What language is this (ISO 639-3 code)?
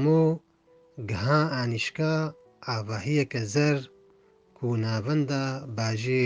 kur